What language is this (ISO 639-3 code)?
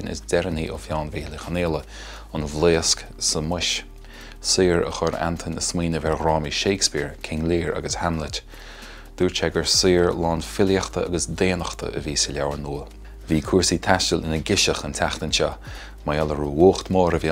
gle